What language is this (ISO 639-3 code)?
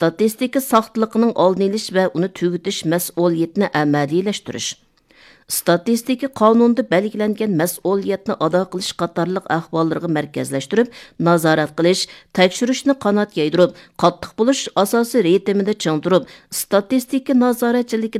uig